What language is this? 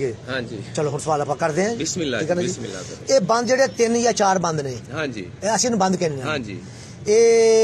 Punjabi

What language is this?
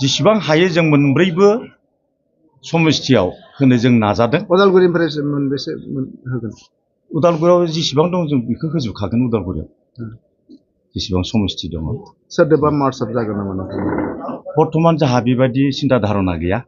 Bodo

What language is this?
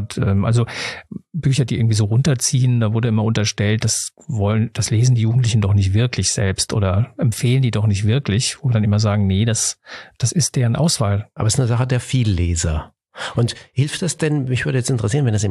German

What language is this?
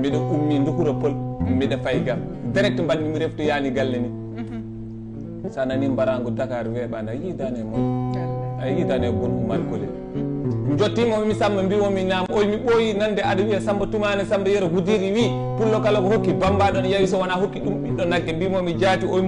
Fula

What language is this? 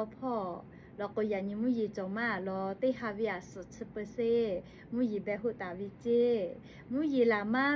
Lahu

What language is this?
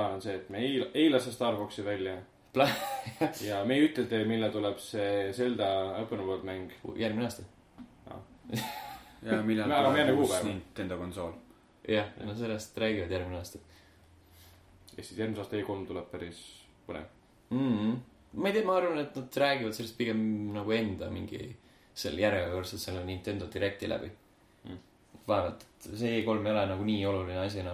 Estonian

